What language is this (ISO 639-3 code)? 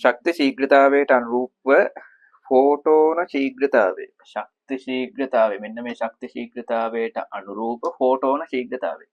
sin